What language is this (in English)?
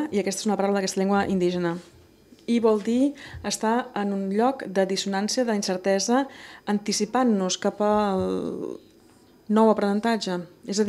Catalan